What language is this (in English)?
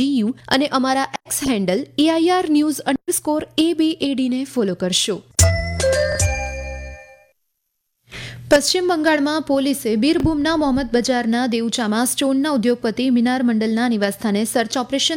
Gujarati